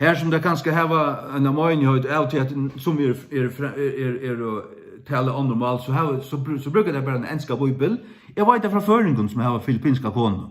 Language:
Faroese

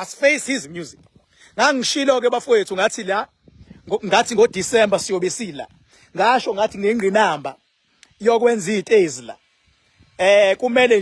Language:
Zulu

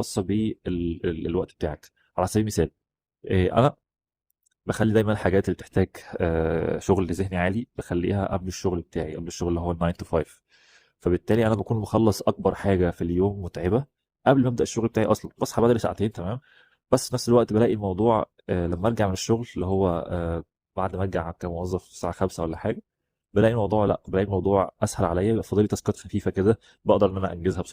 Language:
Egyptian Arabic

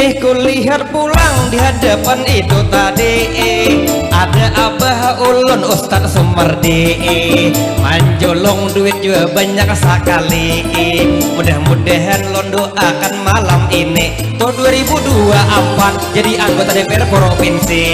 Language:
Banjar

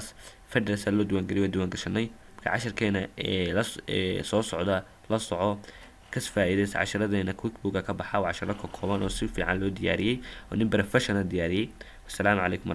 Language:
Somali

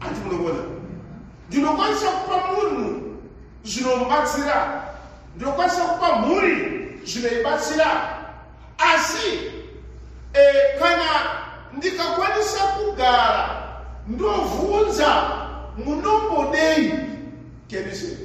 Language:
Shona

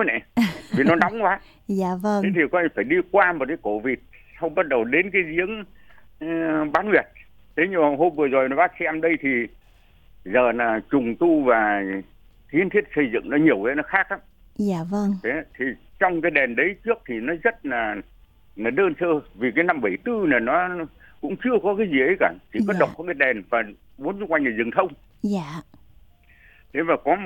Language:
Vietnamese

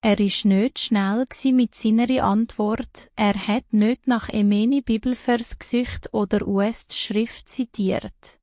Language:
Swiss German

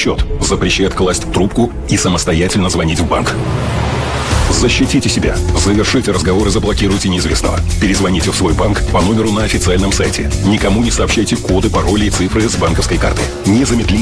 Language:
Russian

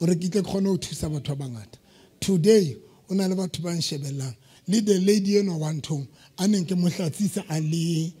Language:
Southern Sotho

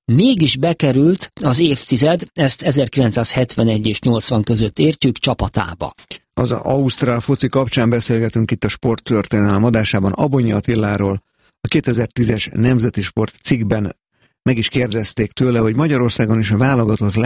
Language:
Hungarian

